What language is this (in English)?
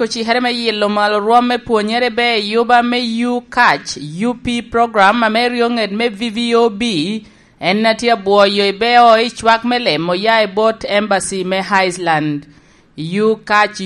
Lango (Uganda)